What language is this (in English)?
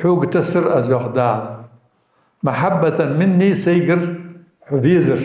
Ingush